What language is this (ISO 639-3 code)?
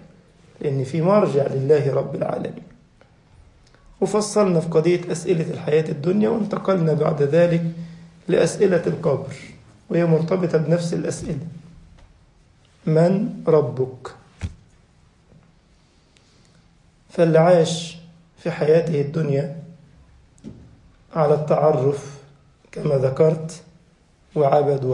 ara